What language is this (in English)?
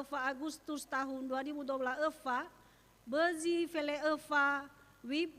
Nias